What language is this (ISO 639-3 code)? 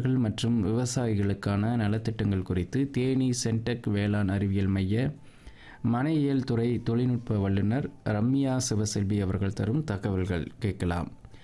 tam